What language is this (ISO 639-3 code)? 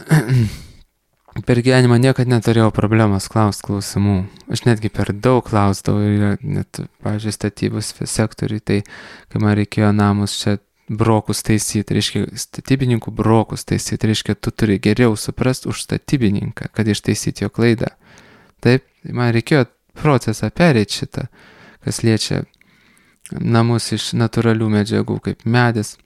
lit